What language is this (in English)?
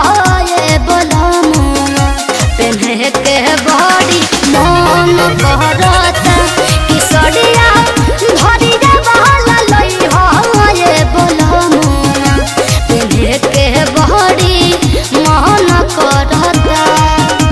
Bhojpuri